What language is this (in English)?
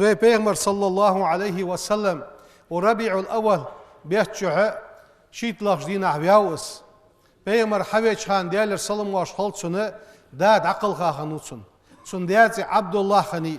Ingush